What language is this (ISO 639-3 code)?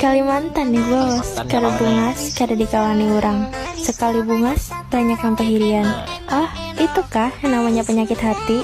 bjn